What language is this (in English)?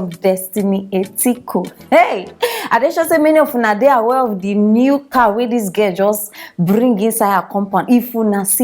Nigerian Pidgin